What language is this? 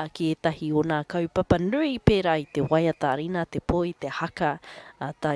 Māori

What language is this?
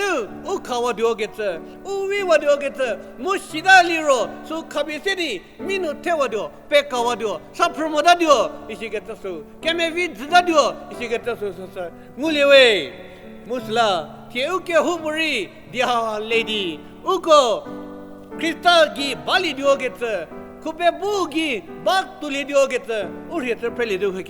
Angami Naga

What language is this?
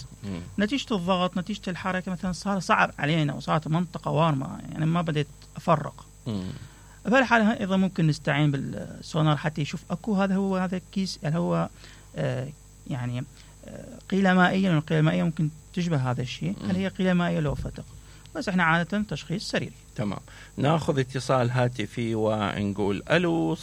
Mesopotamian Arabic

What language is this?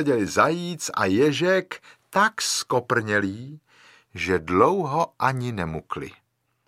Czech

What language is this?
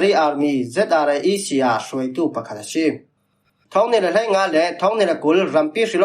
Falam Chin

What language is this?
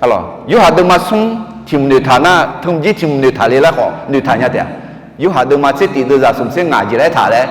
Akha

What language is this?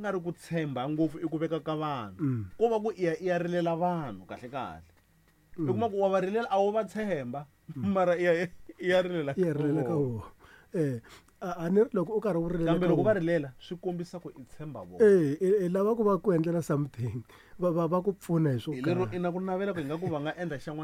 Tsonga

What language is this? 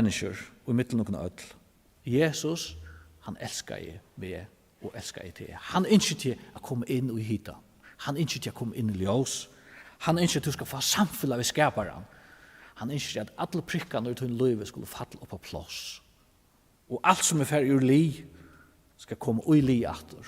Faroese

